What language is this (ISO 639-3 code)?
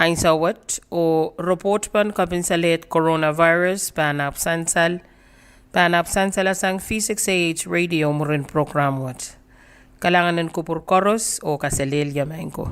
pon